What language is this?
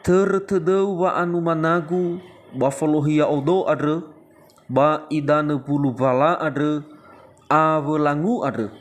Nias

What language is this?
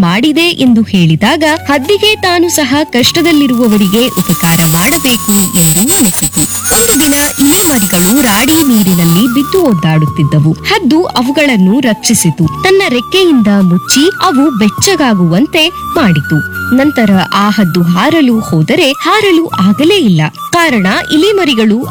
Kannada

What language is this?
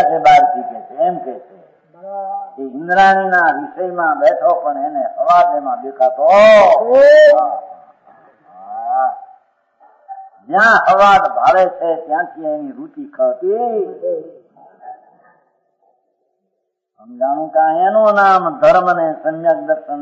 Gujarati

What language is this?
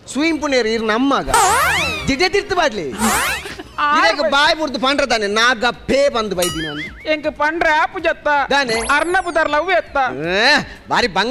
Tulu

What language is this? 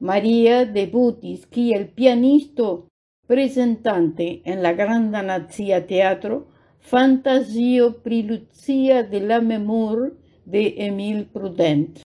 Esperanto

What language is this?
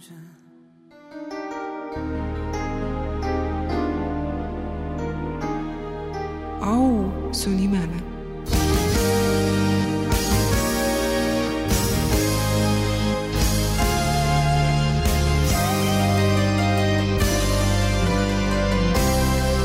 Estonian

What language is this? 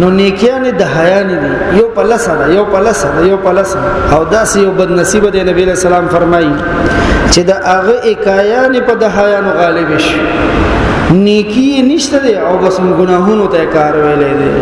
Pashto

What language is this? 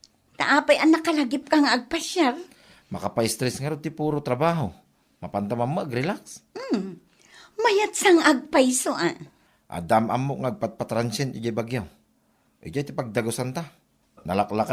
Iloko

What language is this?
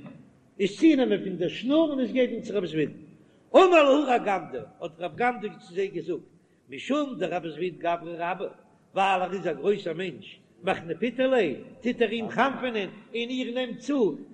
Yiddish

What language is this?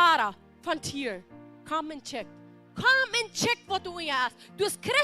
Plautdietsch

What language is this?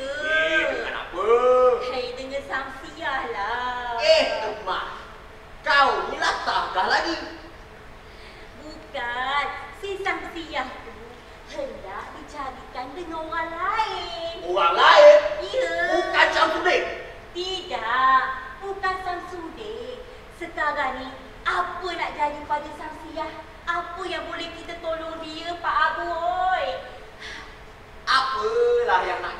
Malay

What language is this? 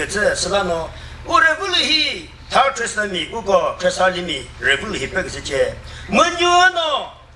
Chokri Naga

